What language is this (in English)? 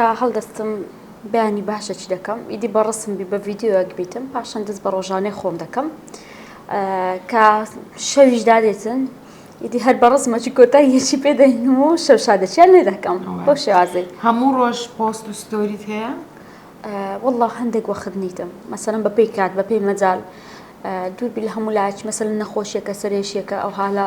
Central Kurdish